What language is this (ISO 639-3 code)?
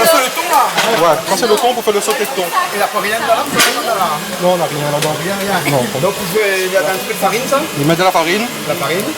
rcf